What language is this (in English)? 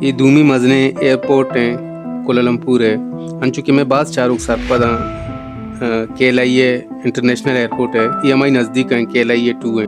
Baluchi